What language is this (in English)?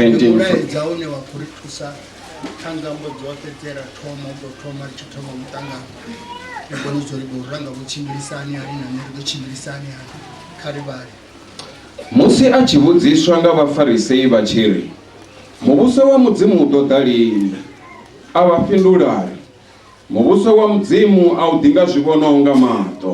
Venda